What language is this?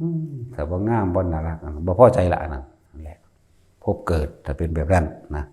Northeastern Thai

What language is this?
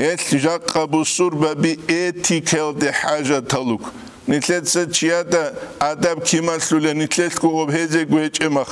Avaric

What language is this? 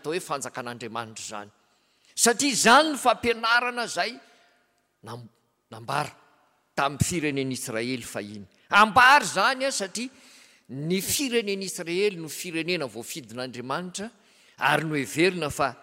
Malagasy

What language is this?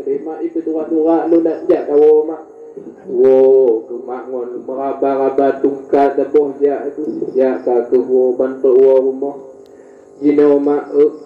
Achinese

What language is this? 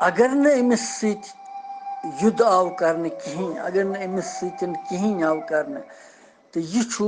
Kashmiri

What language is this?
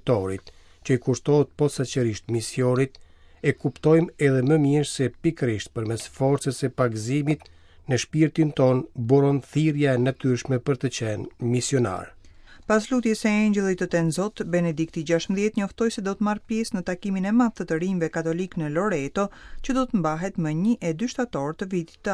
Albanian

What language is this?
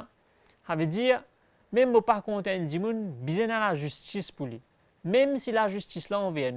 Morisyen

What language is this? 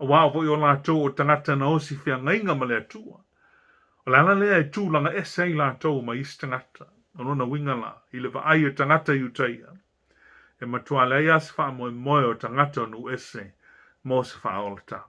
Samoan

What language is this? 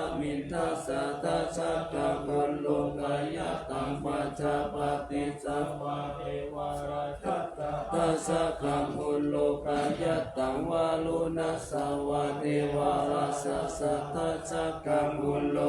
Pali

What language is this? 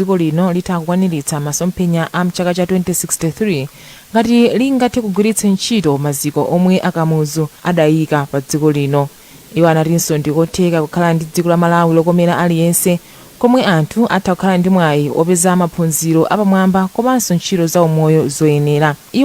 Nyanja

